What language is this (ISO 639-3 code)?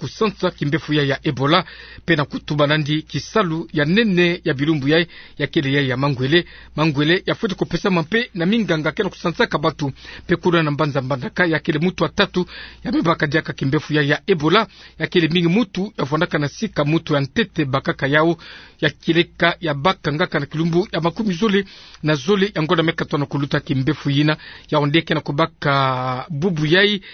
ktu